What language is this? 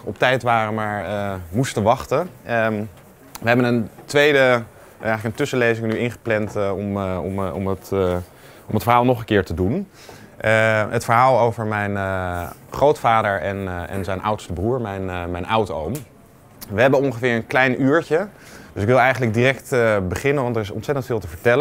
Dutch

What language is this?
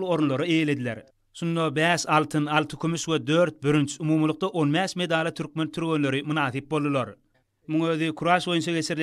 Turkmen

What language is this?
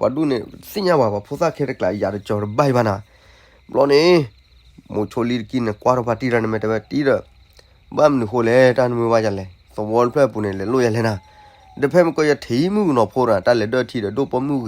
S'gaw Karen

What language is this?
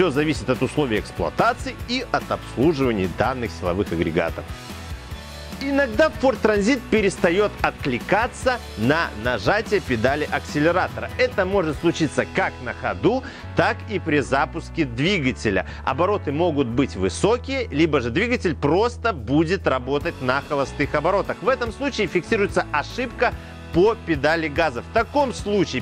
Russian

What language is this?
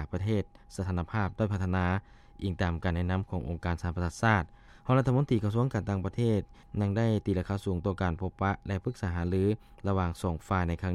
Lao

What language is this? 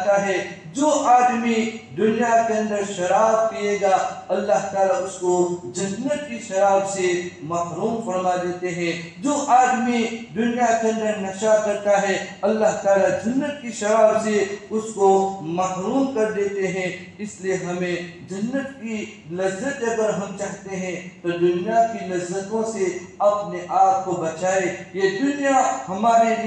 Urdu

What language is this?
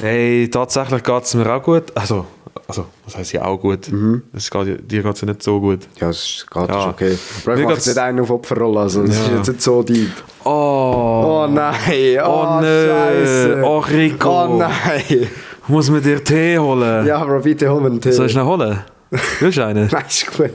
Swiss German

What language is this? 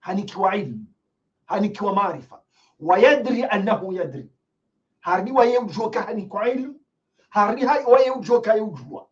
Ngazidja Comorian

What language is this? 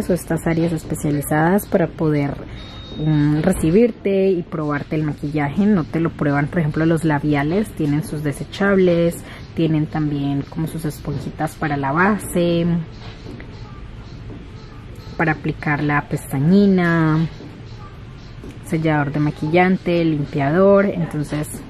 Spanish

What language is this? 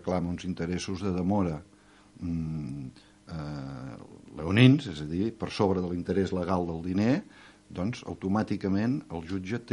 Catalan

